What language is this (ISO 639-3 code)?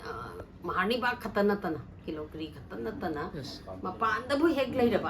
mni